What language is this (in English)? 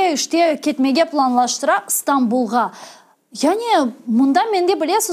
Crimean Tatar